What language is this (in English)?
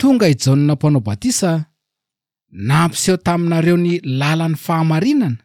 Malagasy